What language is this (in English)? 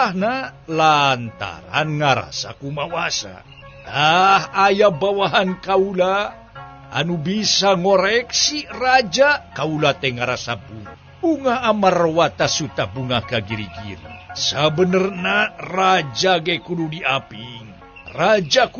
Sundanese